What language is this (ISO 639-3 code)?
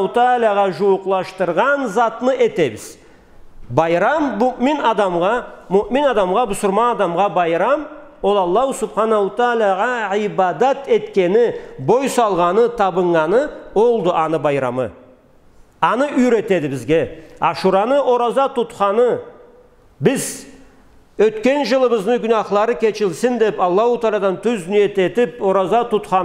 krc